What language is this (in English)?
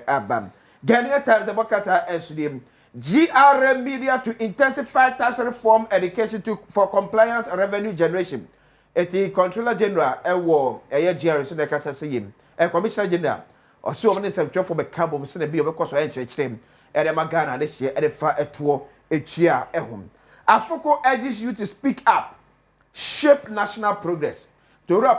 Akan